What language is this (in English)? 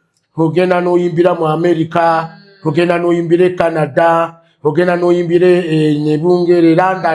Ganda